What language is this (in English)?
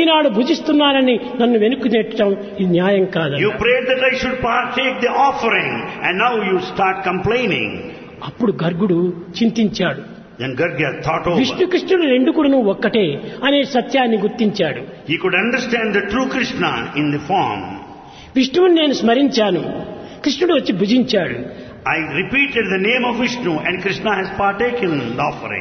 Telugu